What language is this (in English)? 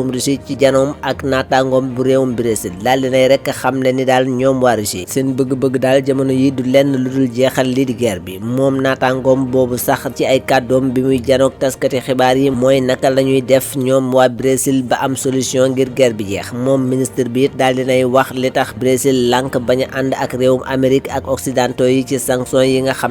Wolof